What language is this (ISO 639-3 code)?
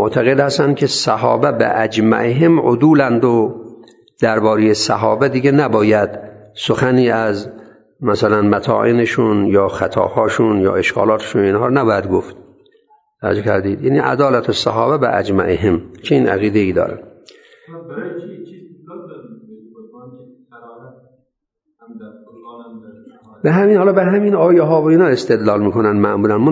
fas